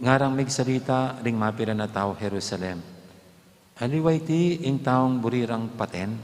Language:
Pampanga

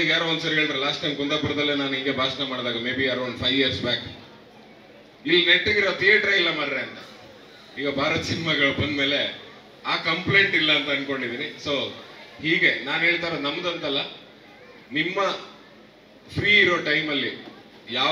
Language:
Kannada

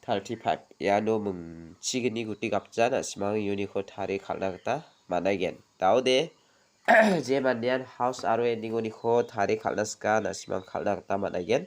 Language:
Garo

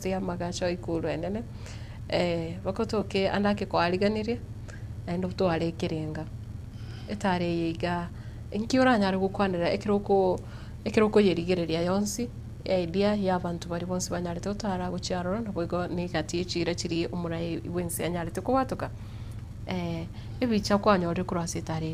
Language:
Gusii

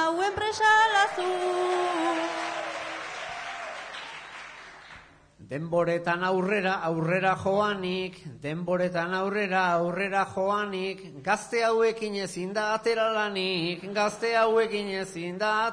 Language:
Basque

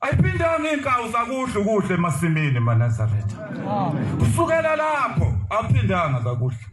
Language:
Zulu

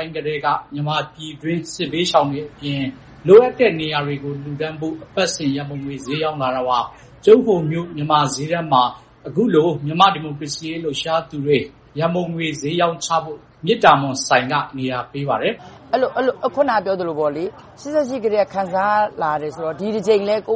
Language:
Burmese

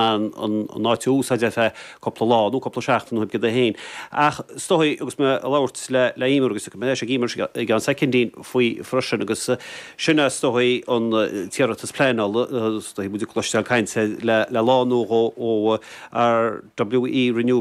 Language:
Irish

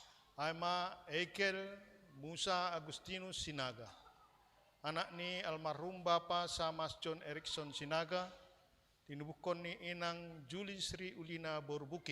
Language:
Batak Simalungun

